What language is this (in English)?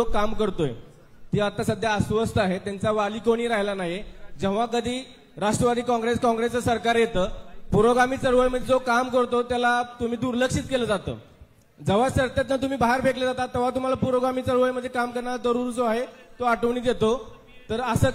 Marathi